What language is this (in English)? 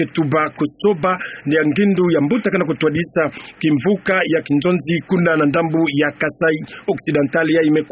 Kituba (Democratic Republic of Congo)